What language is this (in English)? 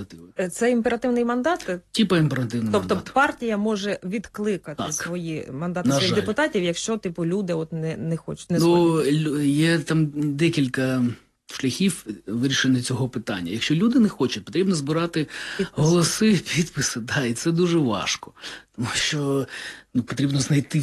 Ukrainian